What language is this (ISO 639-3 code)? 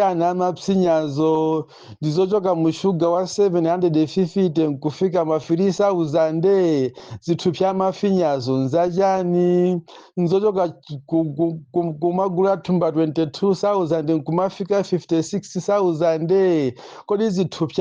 nya